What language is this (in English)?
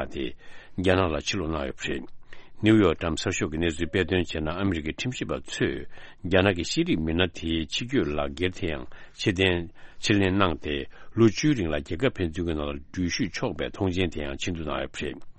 Tibetan